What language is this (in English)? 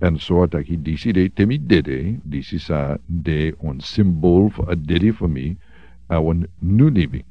Sranan Tongo